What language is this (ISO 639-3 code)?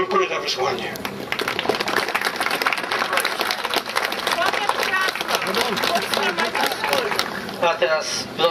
pol